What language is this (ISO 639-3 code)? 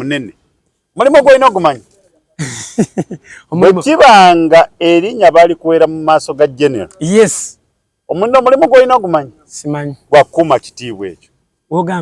lug